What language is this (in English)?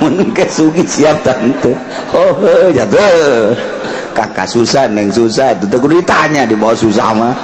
Sundanese